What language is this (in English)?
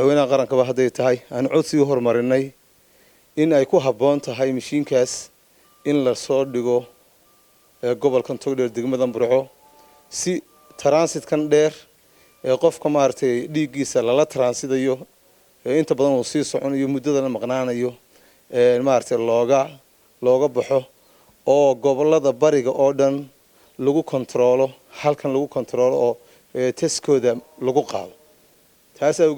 Somali